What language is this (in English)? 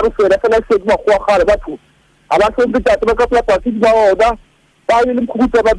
Southern Sotho